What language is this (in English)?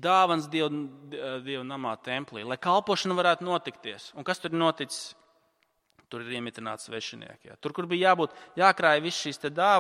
Latvian